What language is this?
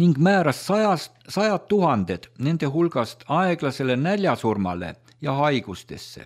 Estonian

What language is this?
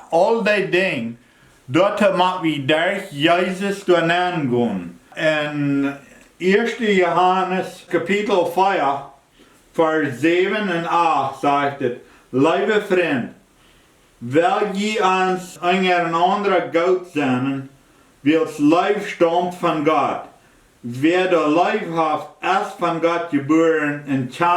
Plautdietsch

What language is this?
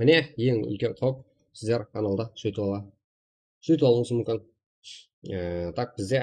Kara-Kalpak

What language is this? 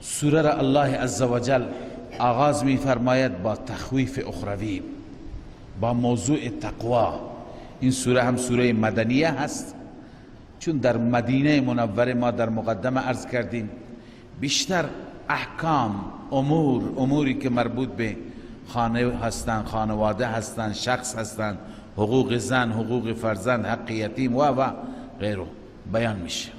Persian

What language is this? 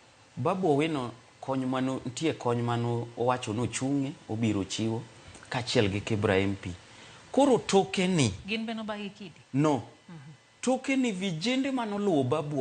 Luo (Kenya and Tanzania)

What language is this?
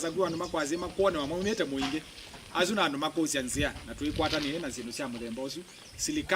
Kamba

